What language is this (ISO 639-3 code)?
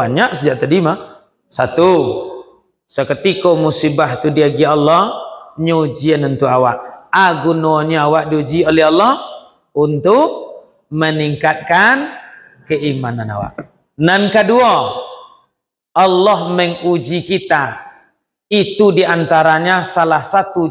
min